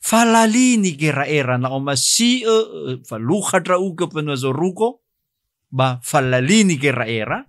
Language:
Nias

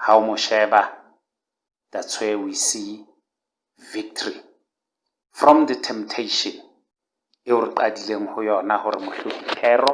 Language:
Southern Sotho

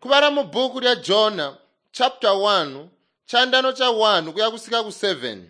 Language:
Tonga (Zambia)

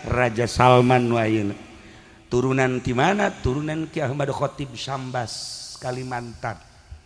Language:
Sundanese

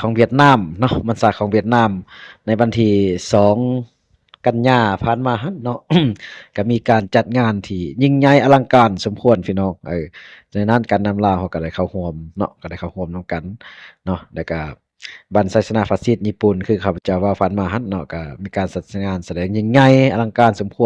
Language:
Lao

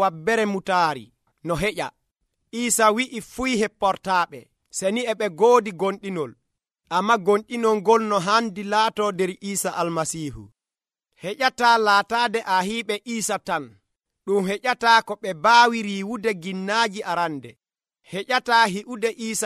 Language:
Nigerian Fulfulde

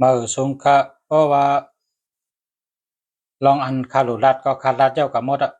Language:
Shan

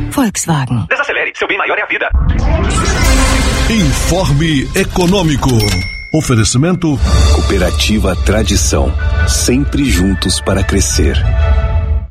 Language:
Portuguese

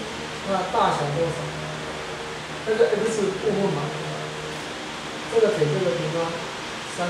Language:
Chinese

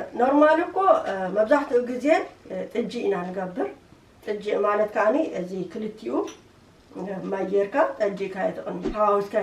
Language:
Tigrinya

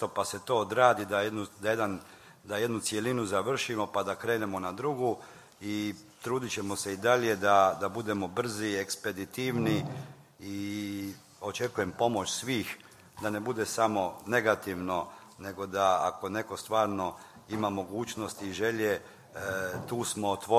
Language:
Croatian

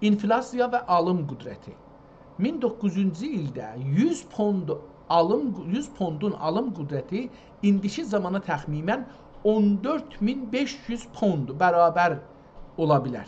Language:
South Azerbaijani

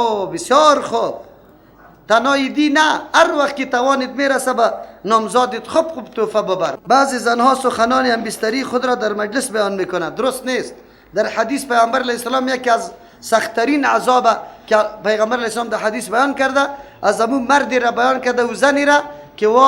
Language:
Persian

